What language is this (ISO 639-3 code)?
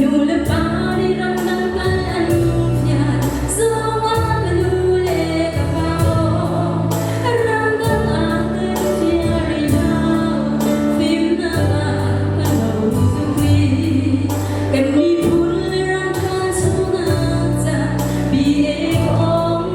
cnh